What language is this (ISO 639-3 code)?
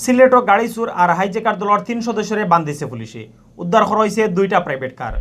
syl